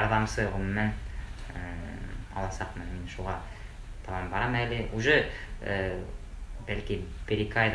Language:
Bashkir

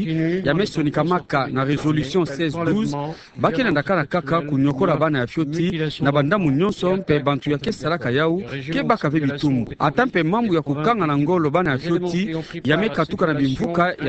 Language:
Kituba (Democratic Republic of Congo)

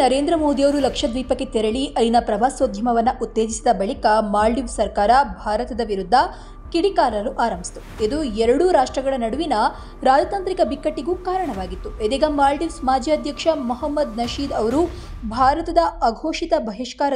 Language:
Kannada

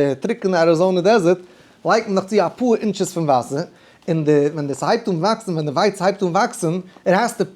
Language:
Yiddish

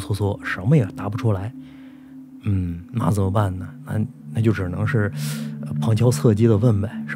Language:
Chinese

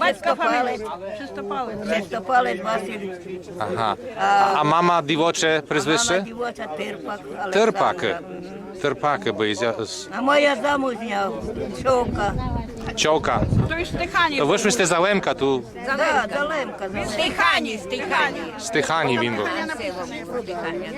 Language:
Rusyn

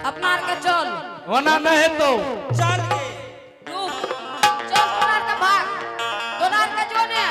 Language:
Angika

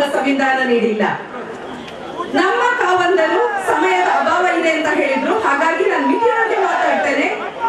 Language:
Kannada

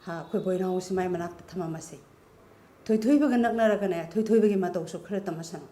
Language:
Manipuri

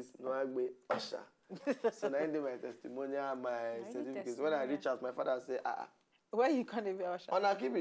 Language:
Nigerian Pidgin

